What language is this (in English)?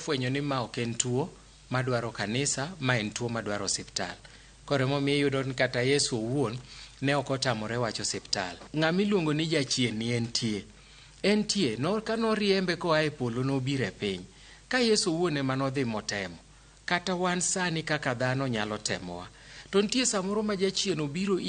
Luo (Kenya and Tanzania)